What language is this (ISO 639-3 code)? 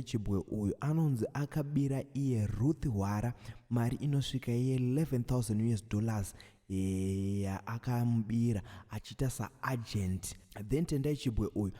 sna